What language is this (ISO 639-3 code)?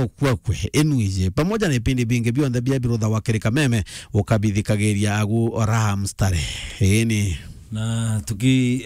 mer